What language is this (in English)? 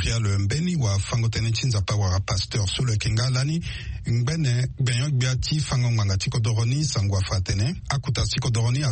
Sango